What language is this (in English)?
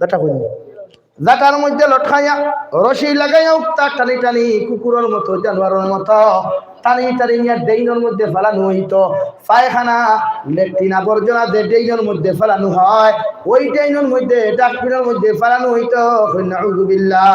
Sylheti